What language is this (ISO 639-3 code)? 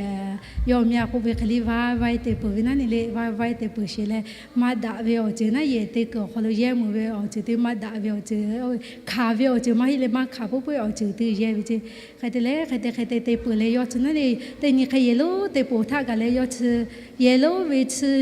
lhu